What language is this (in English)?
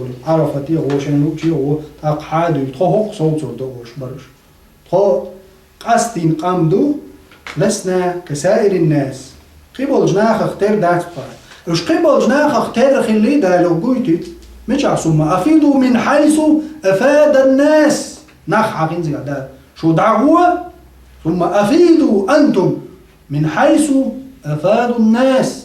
Chechen